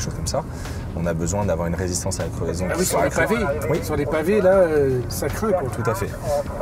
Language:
French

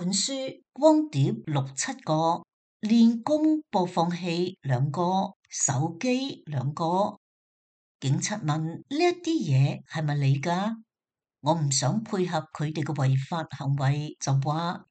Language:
Cantonese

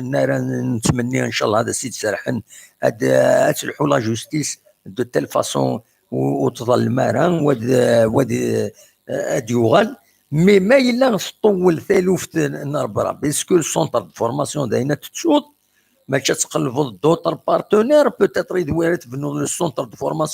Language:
Kabyle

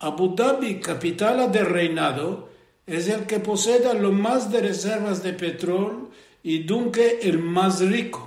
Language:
Ladino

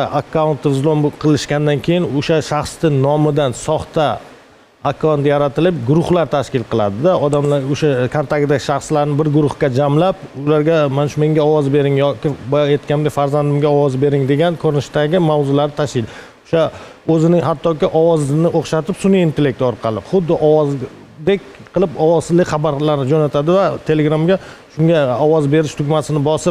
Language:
Uzbek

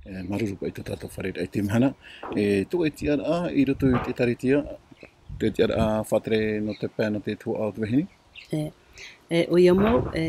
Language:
Tahitian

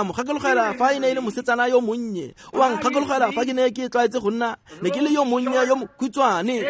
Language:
Tswana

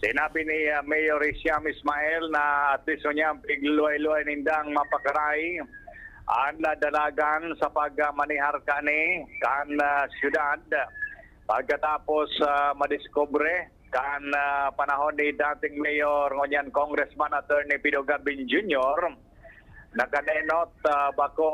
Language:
Bikol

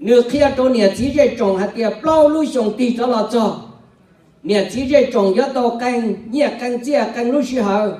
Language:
Hmong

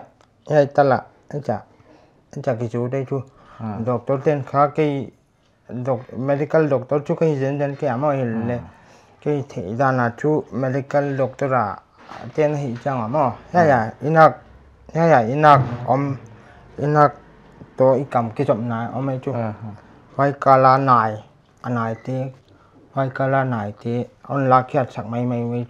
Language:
Paite Chin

